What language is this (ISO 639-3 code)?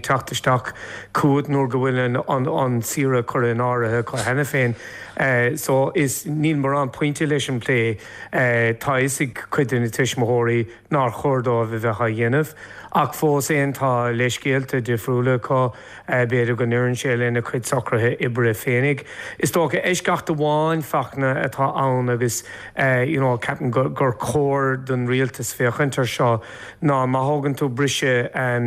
gle